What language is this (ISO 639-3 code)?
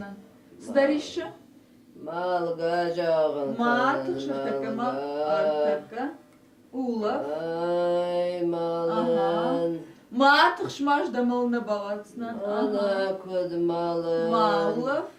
oss